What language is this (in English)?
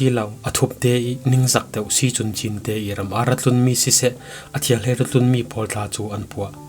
Falam Chin